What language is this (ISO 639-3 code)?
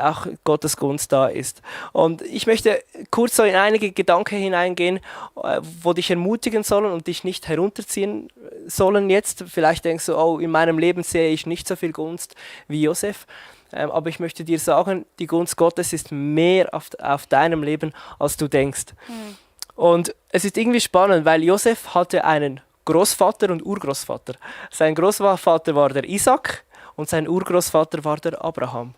gsw